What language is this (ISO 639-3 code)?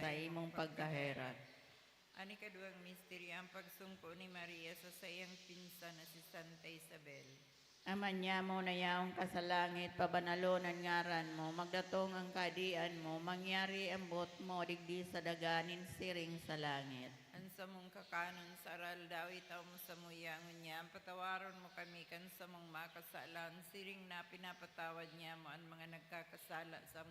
bik